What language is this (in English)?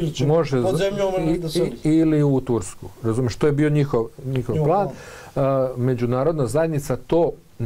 Bosnian